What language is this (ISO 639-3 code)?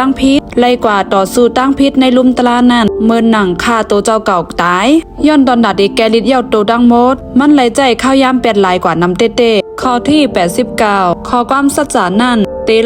shn